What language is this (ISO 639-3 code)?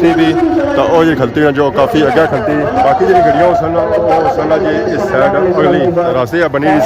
phr